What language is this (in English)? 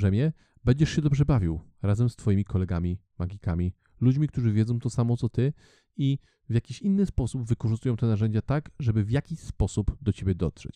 Polish